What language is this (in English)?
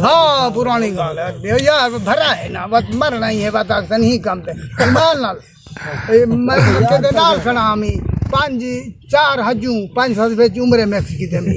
Saraiki